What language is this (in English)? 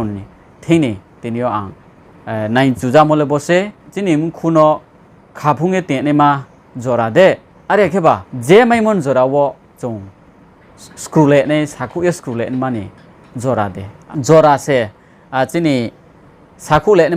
Riang (India)